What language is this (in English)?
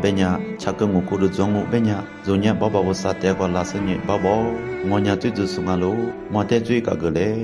Lisu